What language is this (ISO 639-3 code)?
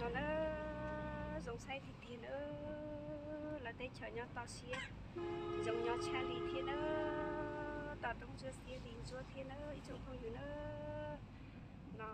hmn